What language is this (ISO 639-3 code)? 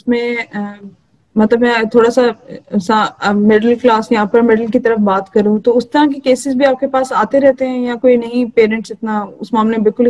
urd